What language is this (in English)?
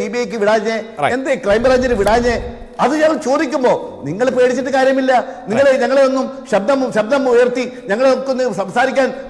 Malayalam